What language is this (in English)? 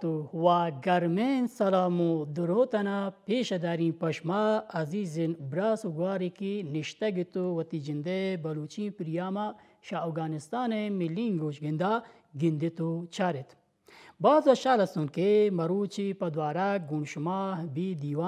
Baluchi